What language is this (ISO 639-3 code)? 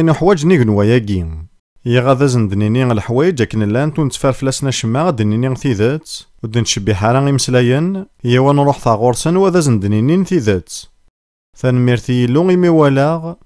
kab